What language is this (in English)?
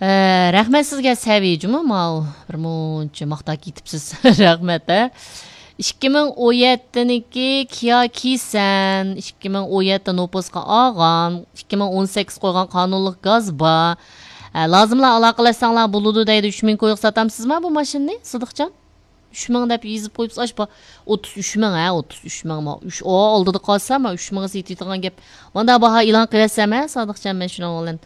Uyghur